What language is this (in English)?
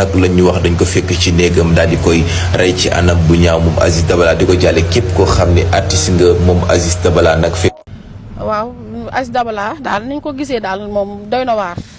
Wolof